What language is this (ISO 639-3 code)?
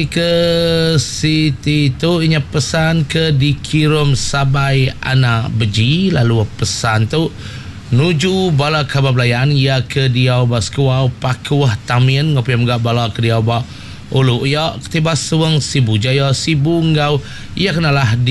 iba